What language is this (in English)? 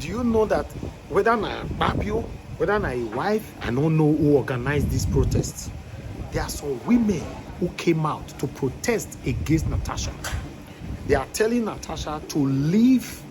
Nigerian Pidgin